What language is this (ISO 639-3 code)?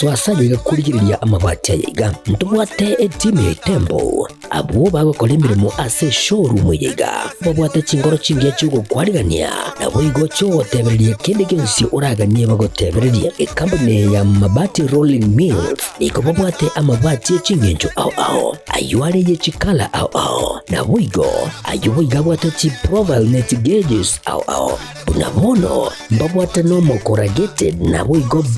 guz